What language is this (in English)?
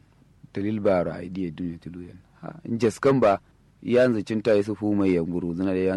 Kanuri